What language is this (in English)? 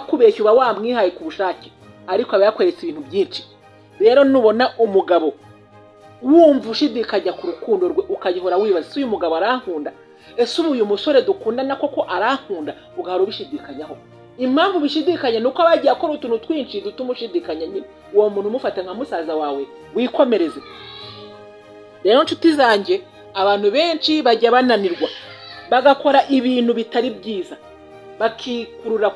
Kinyarwanda